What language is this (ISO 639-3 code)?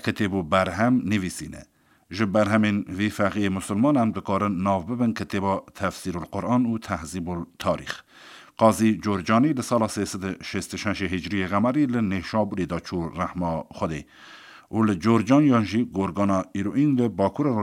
kur